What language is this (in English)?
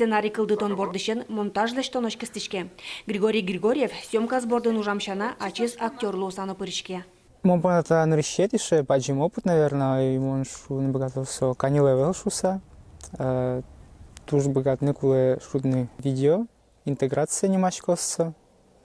Udmurt